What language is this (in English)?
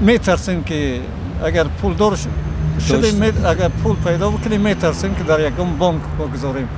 Tajik